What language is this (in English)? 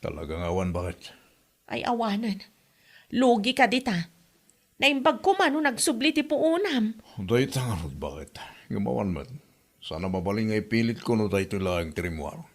Iloko